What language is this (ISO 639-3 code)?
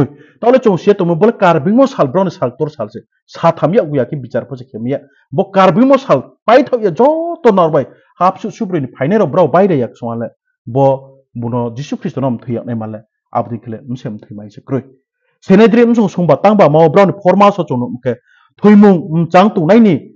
ria